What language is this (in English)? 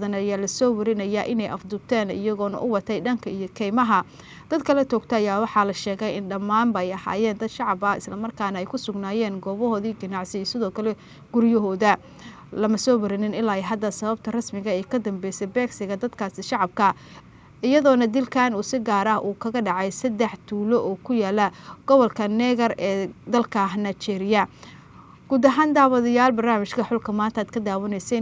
Somali